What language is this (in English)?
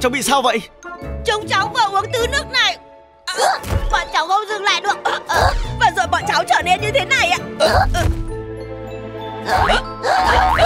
Vietnamese